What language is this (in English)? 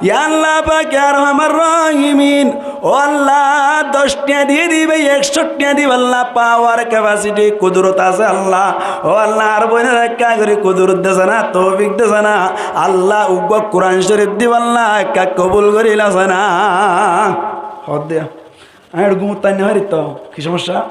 Rohingya